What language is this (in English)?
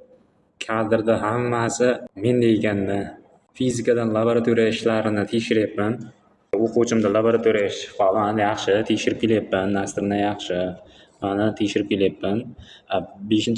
Uzbek